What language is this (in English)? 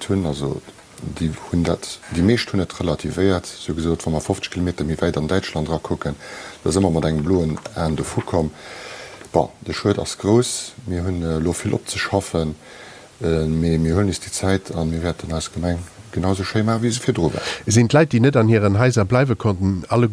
Luxembourgish